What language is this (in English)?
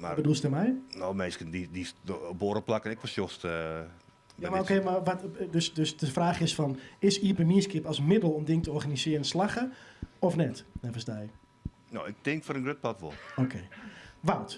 Western Frisian